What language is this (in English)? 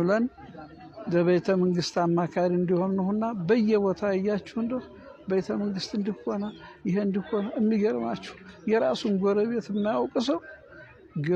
Amharic